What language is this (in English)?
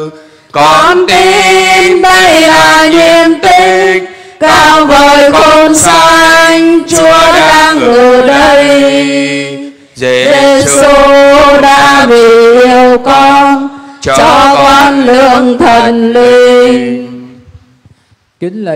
Vietnamese